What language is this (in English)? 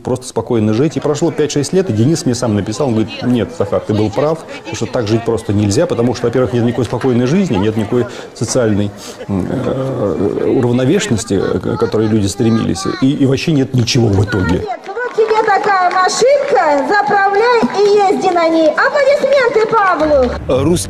Russian